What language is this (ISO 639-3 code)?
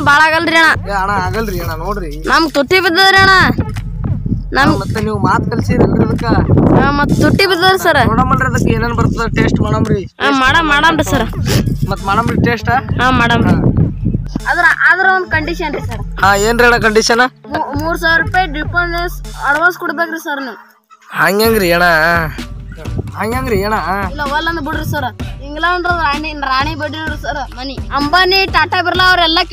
kan